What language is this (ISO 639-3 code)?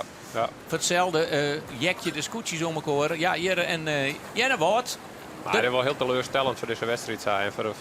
fry